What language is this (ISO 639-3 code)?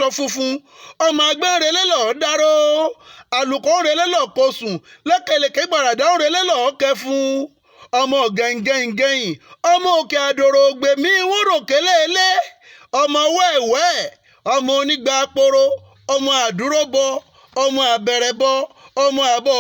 yor